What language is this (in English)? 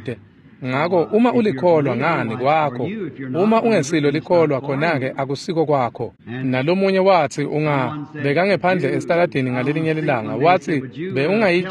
Swati